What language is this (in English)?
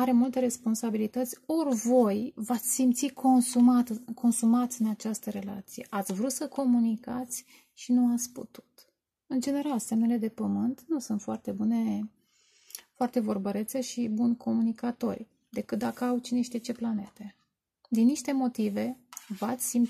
Romanian